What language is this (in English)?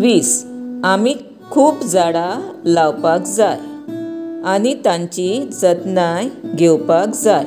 Konkani